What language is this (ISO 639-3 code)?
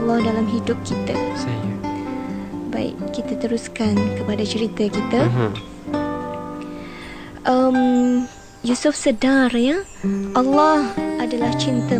msa